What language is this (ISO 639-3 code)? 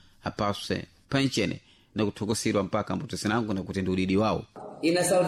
seh